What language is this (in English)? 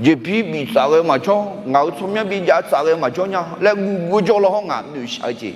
Akha